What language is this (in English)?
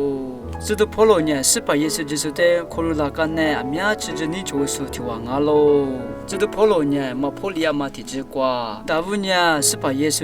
Lisu